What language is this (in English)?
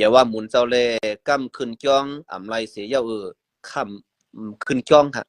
Shan